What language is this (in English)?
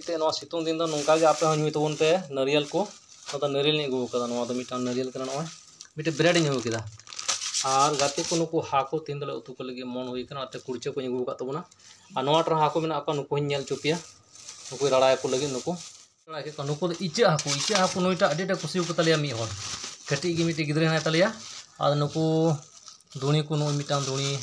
Santali